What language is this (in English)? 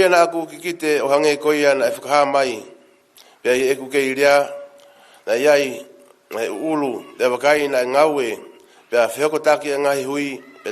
Tongan